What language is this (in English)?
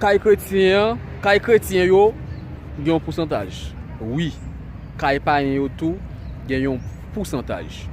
Haitian Creole